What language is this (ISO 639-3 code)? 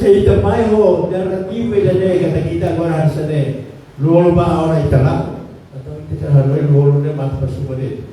tet